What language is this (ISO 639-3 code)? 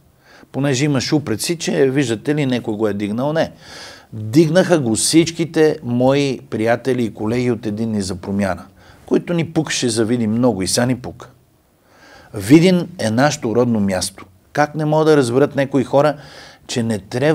bul